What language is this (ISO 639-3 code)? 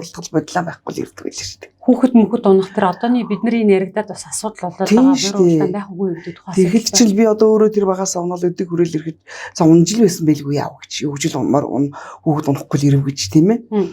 mon